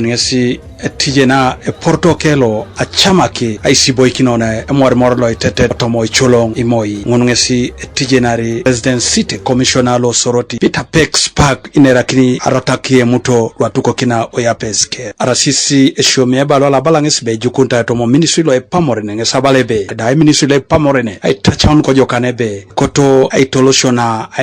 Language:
Teso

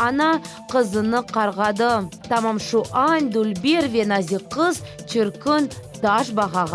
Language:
Crimean Tatar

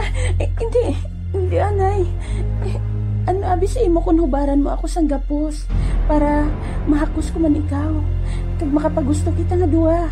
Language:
Hiligaynon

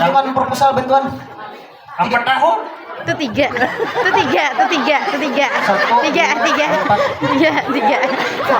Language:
Banjar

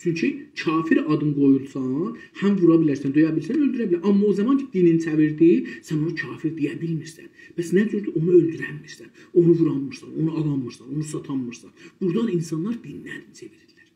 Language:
South Azerbaijani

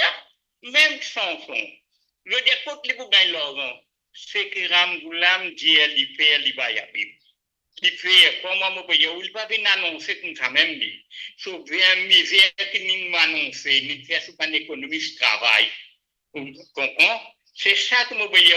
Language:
Morisyen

